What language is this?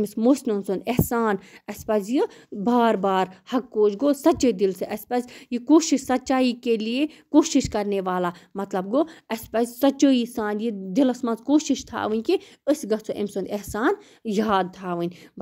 Kashmiri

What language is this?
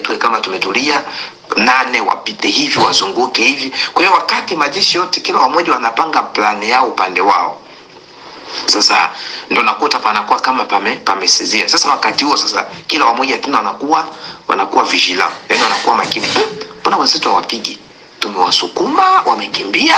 Swahili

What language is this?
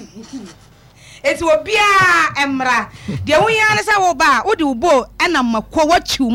Akan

